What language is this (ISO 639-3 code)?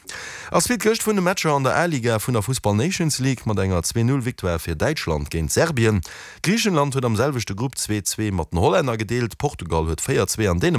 ltz